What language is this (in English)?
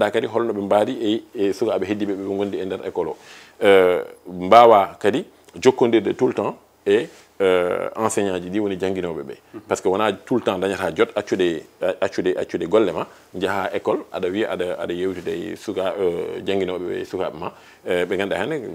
Fula